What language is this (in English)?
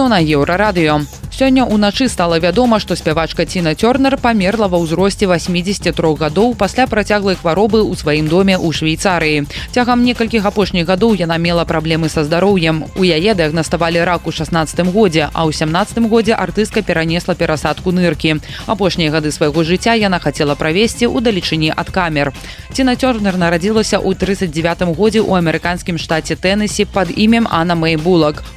Belarusian